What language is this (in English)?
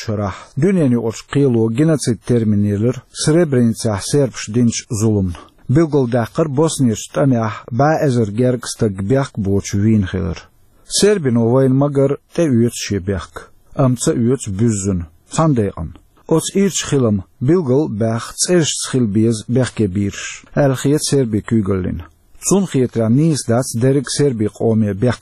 Chechen